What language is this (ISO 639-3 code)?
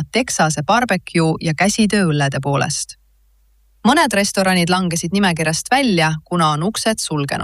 est